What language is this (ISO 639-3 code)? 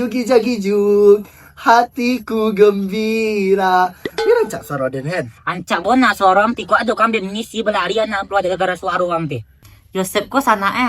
min